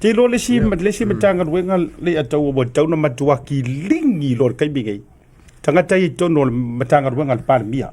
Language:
Samoan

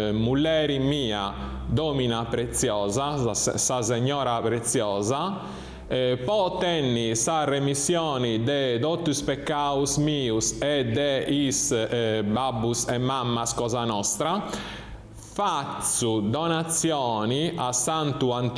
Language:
Sardinian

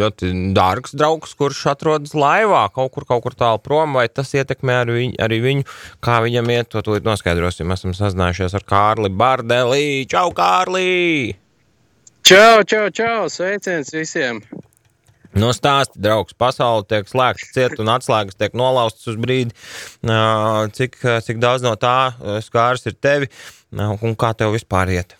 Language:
Latvian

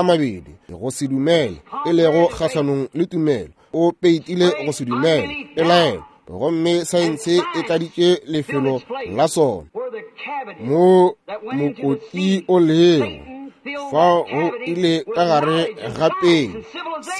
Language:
Northern Sotho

